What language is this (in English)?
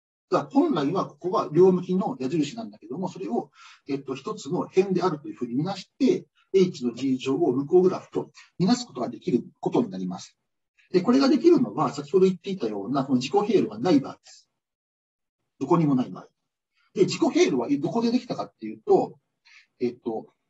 Japanese